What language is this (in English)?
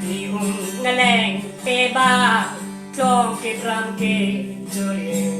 Falam Chin